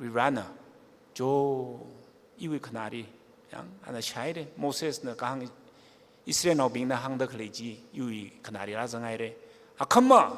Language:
Tangkhul Naga (India)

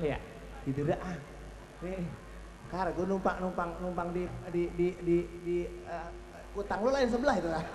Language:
Betawi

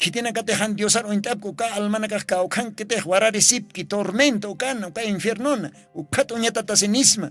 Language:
Aymara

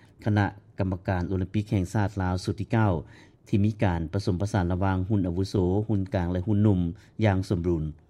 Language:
Lao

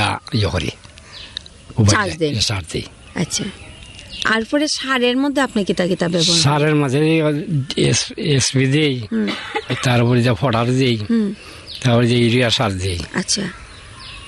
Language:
Bangla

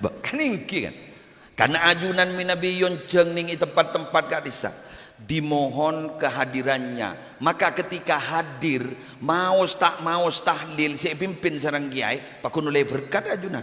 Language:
Madurese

